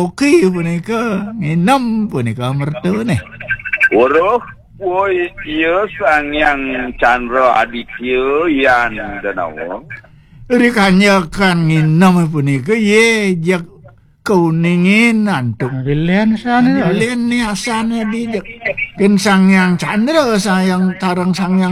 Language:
Balinese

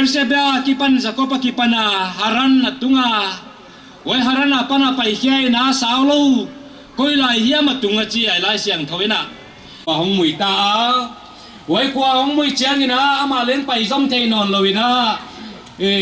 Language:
Paite Chin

